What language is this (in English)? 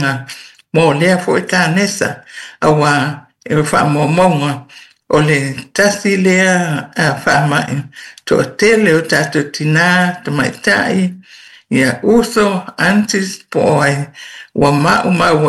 Samoan